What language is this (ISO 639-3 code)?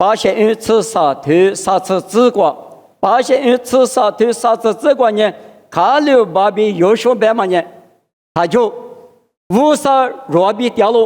lis